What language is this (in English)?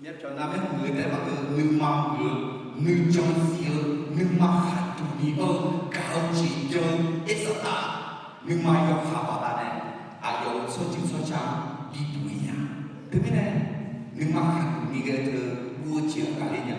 Akha